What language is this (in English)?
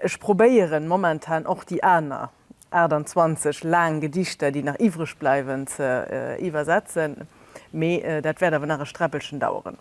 Luxembourgish